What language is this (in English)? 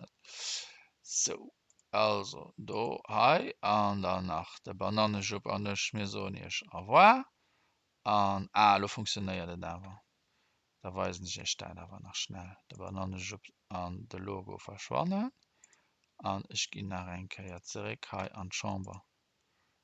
Luxembourgish